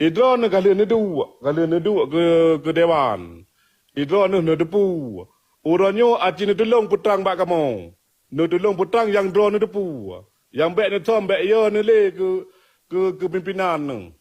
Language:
Achinese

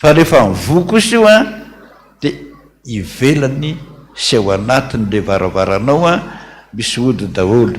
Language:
Malagasy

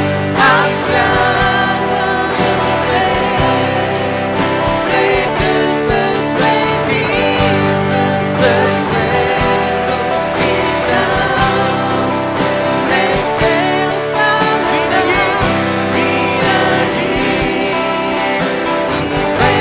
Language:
Bulgarian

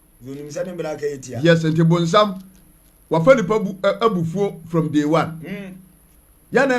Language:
Akan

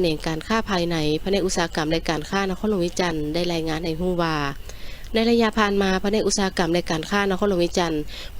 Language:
Lao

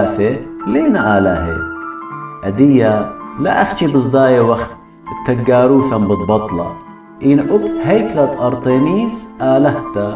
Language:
Assyrian Neo-Aramaic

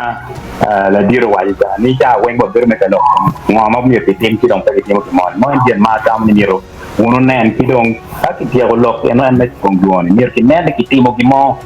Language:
Acoli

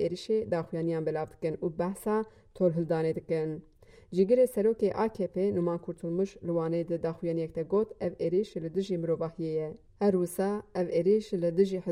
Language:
Kurdish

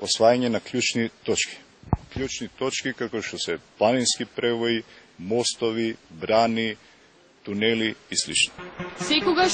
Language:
Macedonian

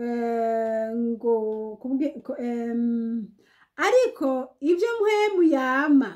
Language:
Rundi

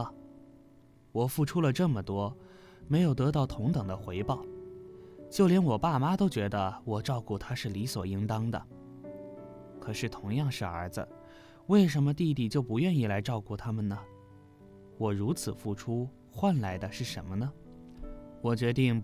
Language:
Chinese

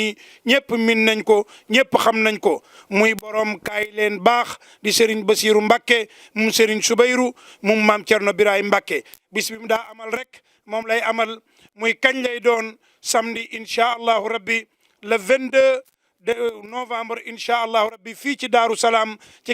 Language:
Wolof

